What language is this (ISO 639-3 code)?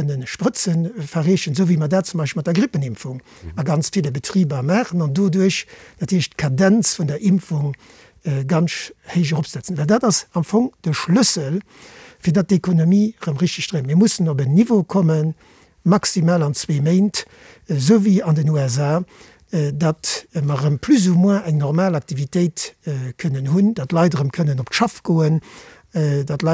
ltz